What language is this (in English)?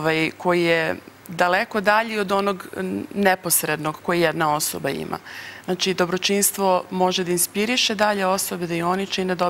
Serbian